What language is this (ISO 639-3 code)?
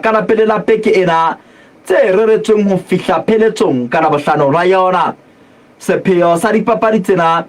sot